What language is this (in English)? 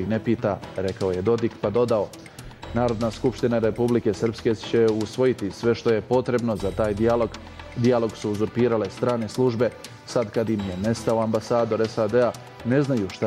Bosnian